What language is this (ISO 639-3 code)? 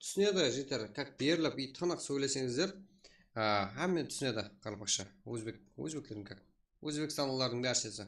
kaa